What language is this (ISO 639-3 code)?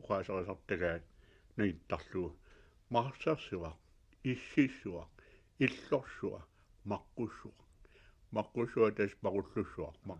kal